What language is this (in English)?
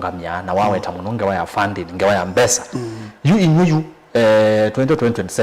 Kamba